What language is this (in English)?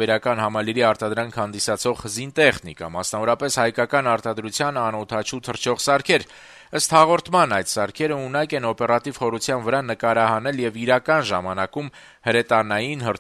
Armenian